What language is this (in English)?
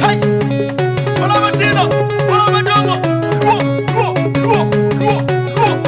Acoli